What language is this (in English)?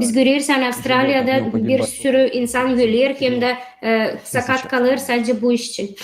Gagauz